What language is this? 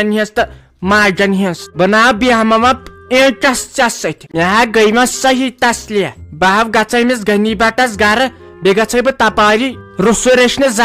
Kashmiri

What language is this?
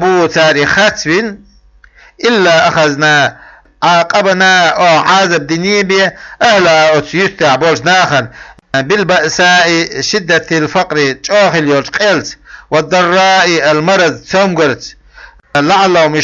Chechen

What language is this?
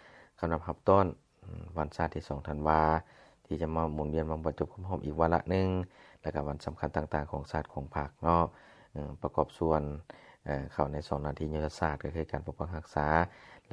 Lao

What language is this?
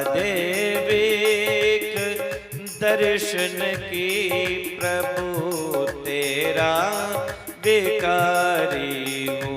Dogri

